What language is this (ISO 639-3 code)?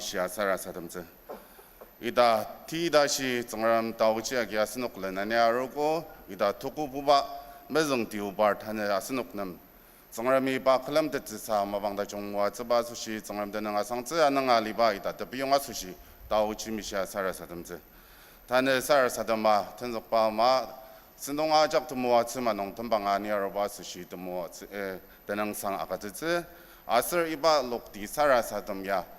njo